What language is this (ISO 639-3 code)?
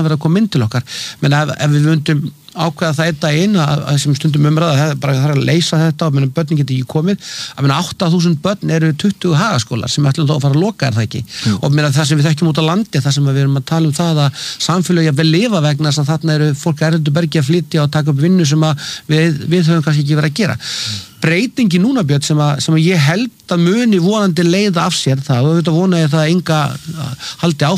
isl